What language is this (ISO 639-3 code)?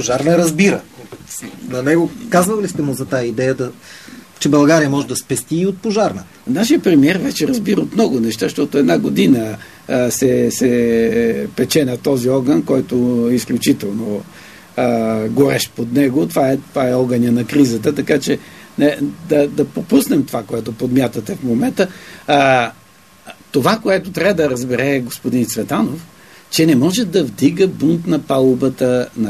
bul